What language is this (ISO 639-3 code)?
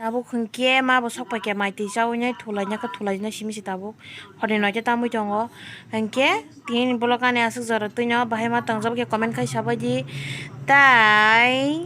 trp